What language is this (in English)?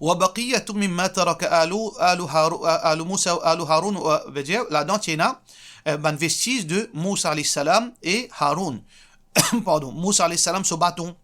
Morisyen